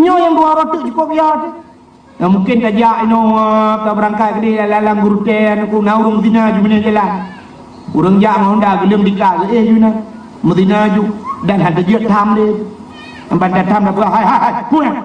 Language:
Achinese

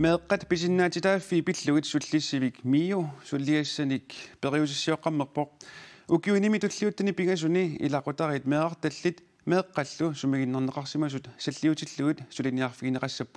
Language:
Kalaallisut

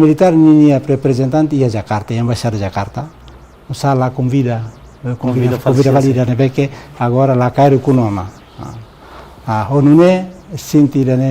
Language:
Tetum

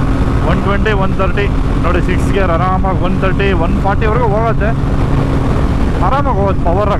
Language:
Kannada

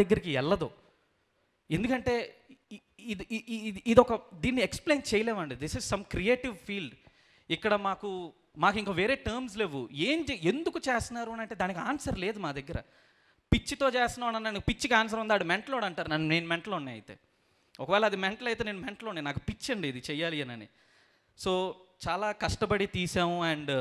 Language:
Telugu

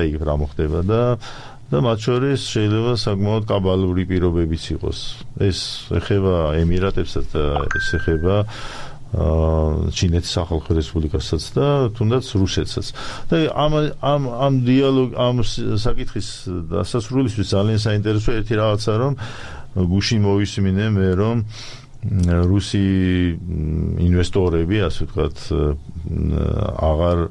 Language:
Georgian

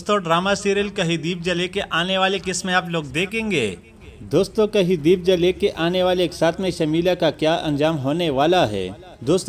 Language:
Urdu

